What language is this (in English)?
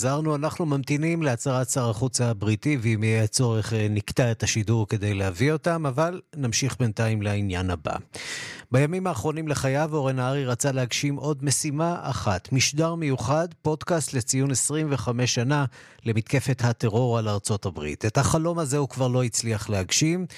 Hebrew